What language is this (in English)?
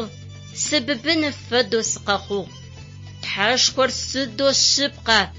Adyghe